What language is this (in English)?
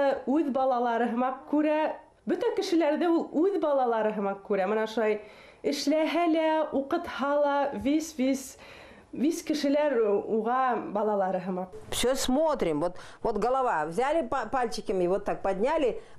Bashkir